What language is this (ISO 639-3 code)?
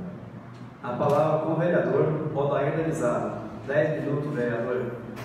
por